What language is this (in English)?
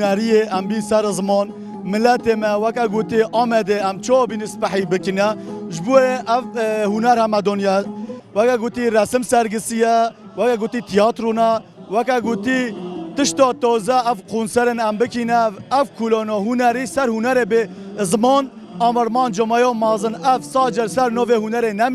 Kurdish